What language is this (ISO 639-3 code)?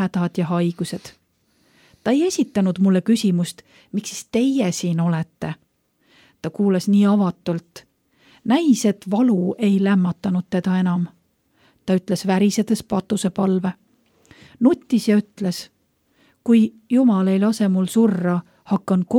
est